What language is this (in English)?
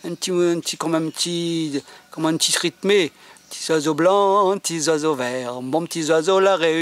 Réunion Creole French